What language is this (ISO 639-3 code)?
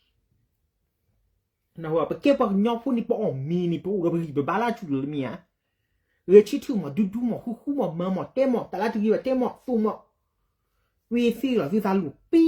ksw